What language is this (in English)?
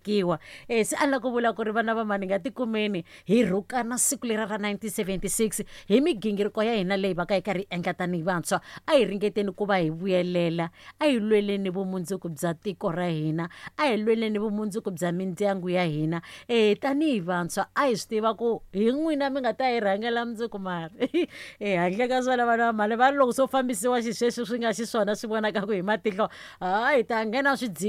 Tsonga